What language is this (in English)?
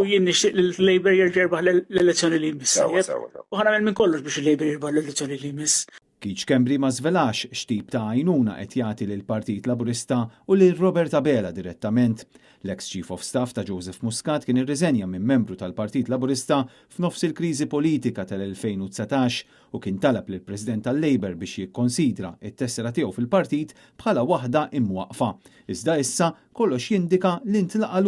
Maltese